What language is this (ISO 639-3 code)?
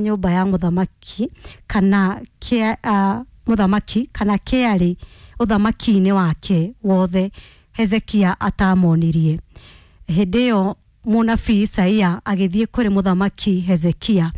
kik